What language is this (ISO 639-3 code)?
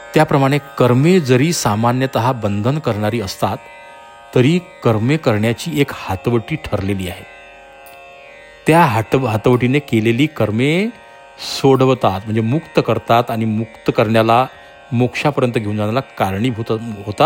mar